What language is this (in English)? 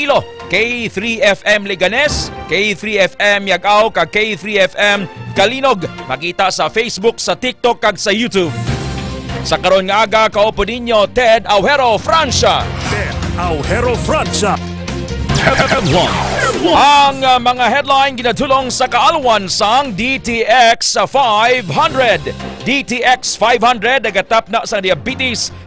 Hiligaynon